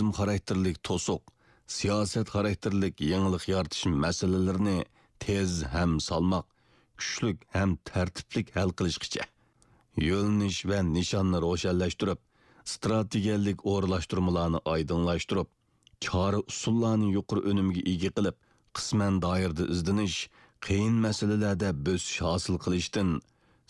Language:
Uyghur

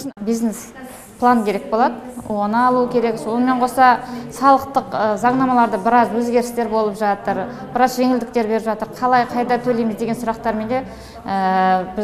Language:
Kazakh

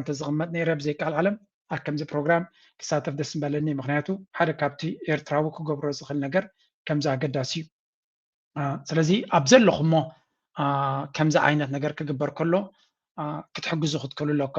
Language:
Tigrinya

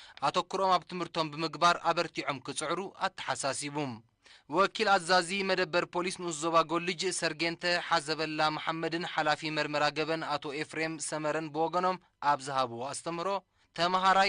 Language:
Tigrinya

